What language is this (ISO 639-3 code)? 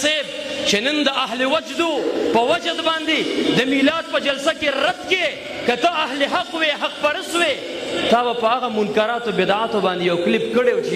pus